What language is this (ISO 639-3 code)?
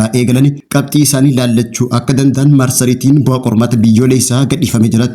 orm